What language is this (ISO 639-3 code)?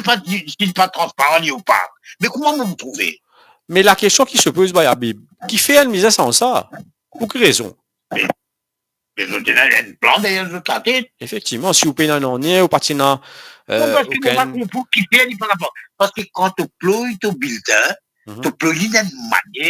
mfe